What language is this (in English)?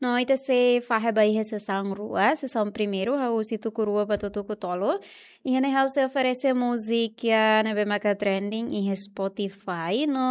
Tetum